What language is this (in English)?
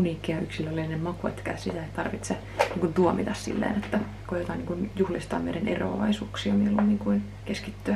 Finnish